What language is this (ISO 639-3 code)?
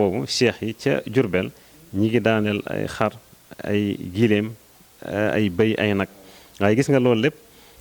wol